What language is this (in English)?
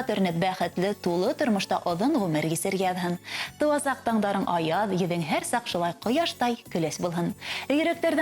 Bashkir